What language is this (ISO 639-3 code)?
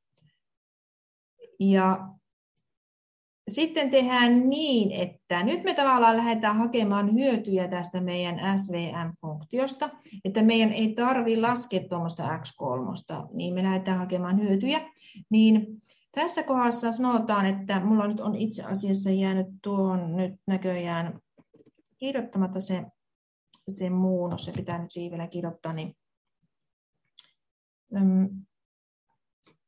fin